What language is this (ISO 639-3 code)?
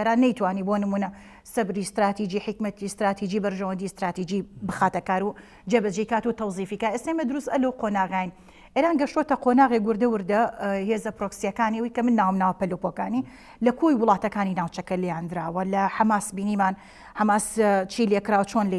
ckb